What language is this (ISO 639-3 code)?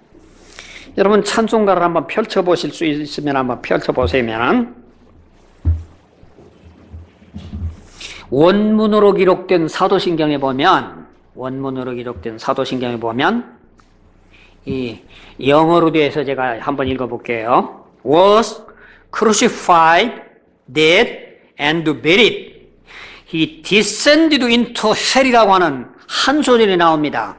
kor